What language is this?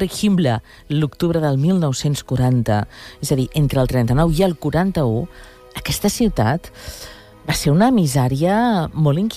Catalan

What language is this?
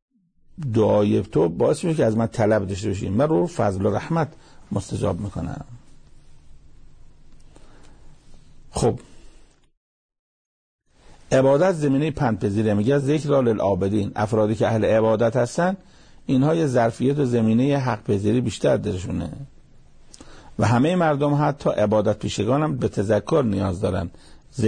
Persian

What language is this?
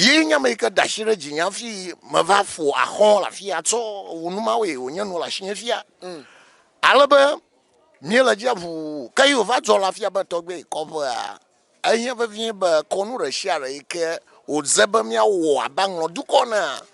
Ewe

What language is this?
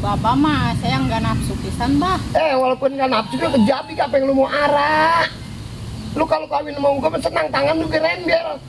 Betawi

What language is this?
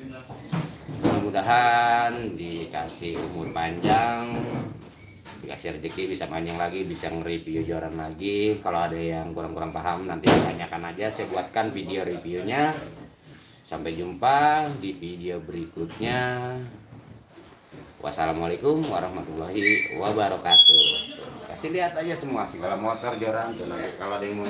Indonesian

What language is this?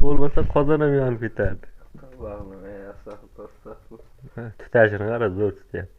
Uzbek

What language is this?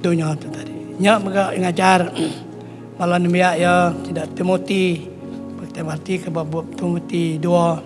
Iban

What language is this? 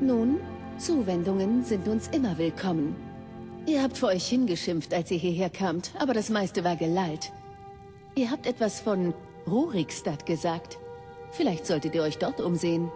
Bavarian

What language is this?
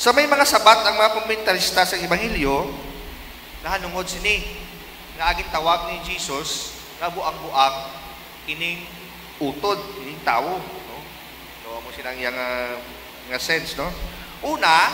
Hiligaynon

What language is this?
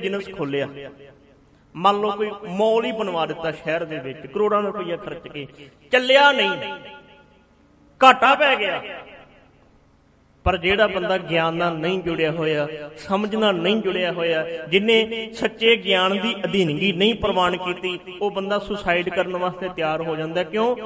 Punjabi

